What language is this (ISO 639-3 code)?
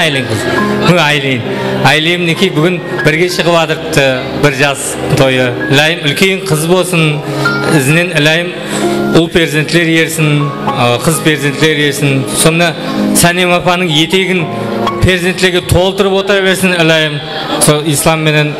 kaa